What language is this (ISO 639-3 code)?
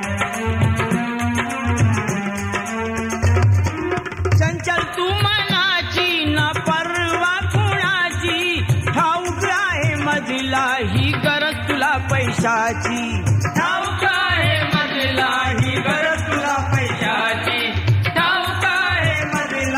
mar